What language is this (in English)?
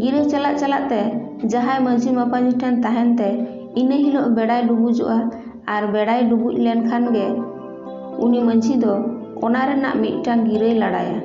Santali